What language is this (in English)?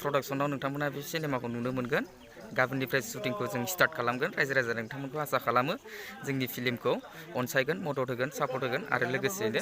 Bodo